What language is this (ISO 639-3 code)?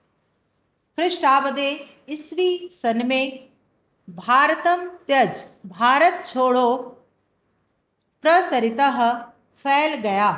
hin